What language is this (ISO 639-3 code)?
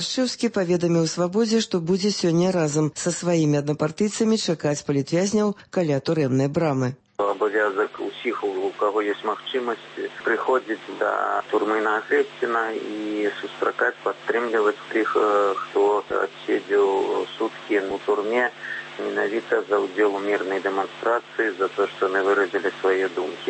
bel